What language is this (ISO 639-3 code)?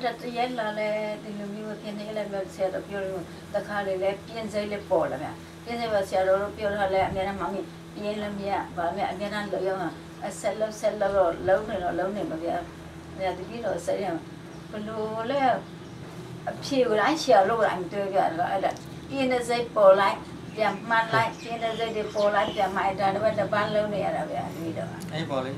mya